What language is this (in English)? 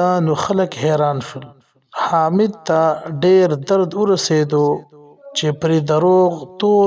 Pashto